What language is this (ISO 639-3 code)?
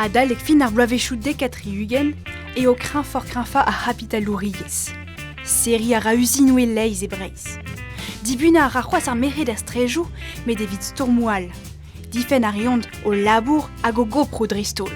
bre